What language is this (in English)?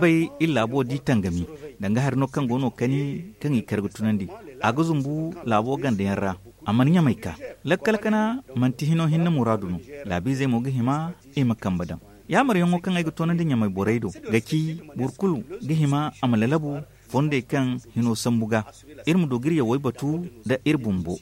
Zarma